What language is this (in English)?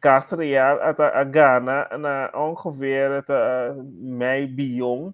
Papiamento